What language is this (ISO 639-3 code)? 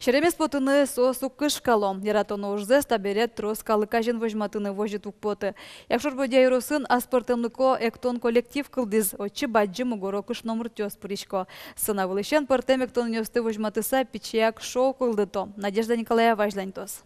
udm